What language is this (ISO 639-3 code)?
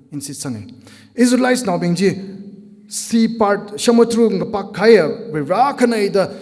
nmf